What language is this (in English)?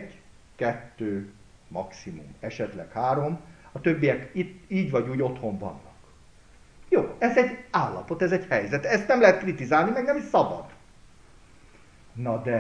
Hungarian